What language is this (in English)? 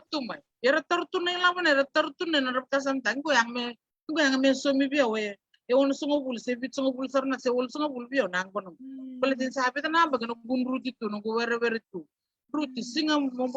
Fijian